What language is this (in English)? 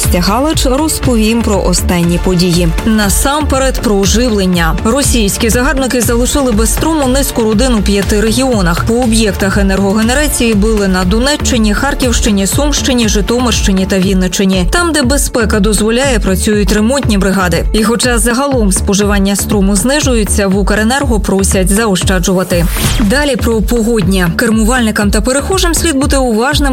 Ukrainian